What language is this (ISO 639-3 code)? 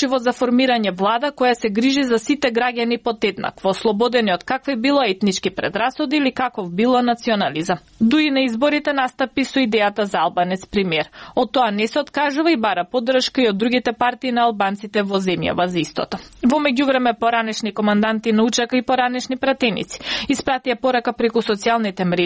mkd